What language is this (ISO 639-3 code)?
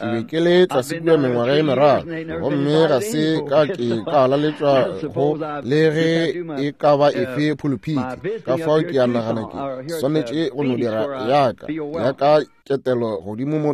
nso